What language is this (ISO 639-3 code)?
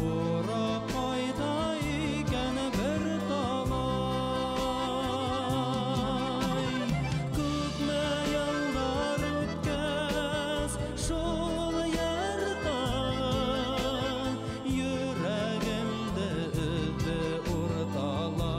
bak